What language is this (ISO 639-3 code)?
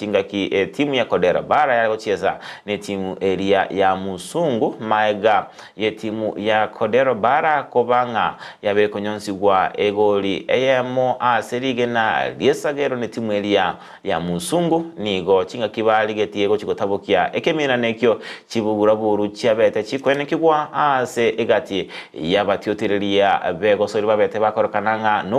guz